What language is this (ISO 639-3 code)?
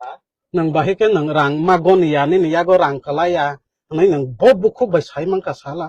trp